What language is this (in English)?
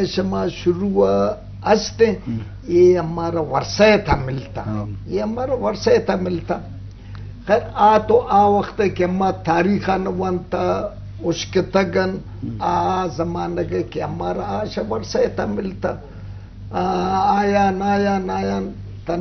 Eastern Balochi